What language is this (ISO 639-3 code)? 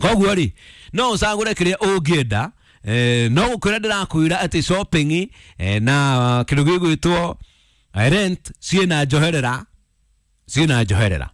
kik